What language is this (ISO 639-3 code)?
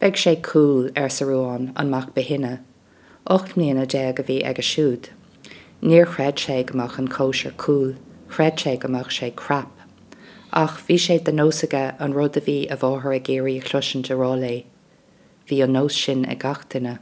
gle